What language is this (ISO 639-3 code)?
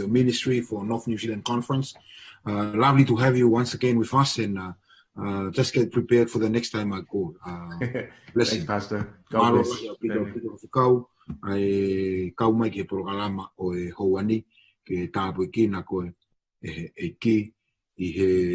ton